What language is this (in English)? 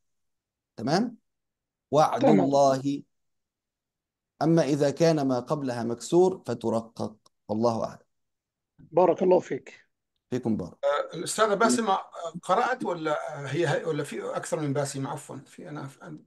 Arabic